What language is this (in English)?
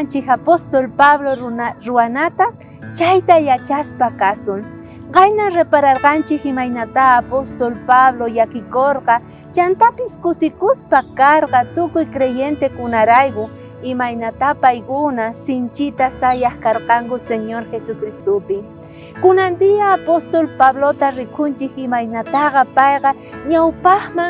South Bolivian Quechua